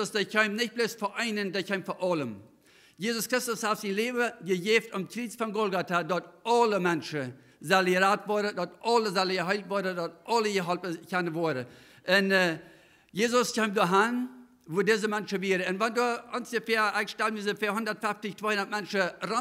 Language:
Plautdietsch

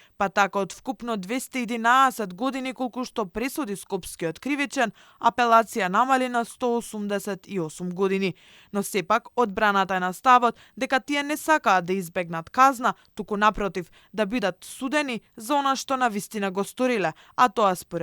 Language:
Macedonian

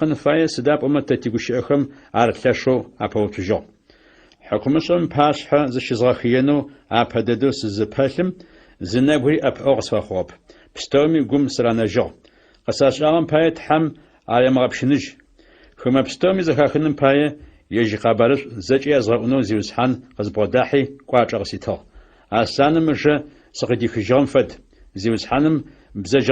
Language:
Adyghe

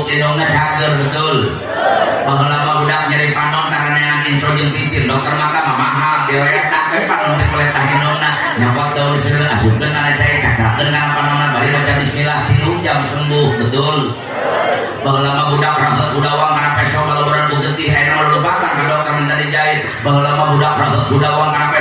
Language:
Sundanese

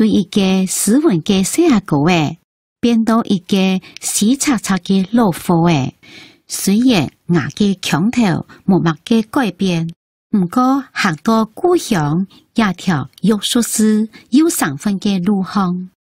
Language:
Hakka Chinese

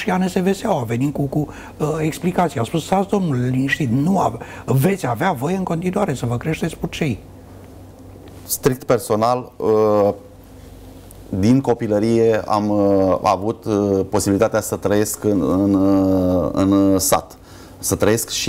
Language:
Romanian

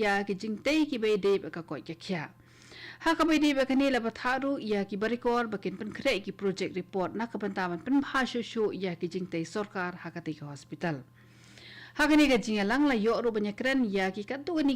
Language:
Khasi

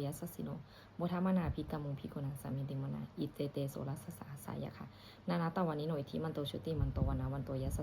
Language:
Pali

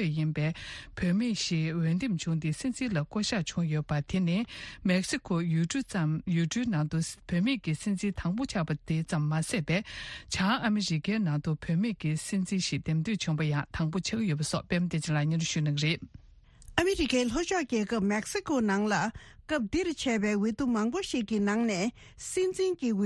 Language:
Tibetan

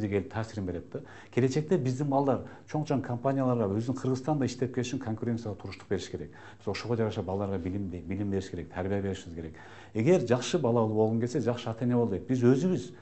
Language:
Kyrgyz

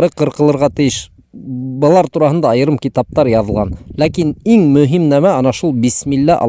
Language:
Bashkir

